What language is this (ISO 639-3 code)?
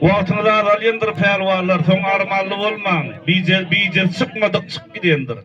tuk